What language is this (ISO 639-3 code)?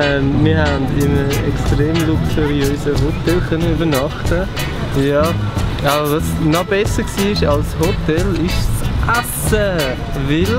gsw